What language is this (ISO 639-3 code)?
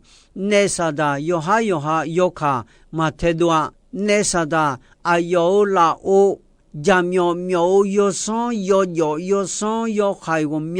ahk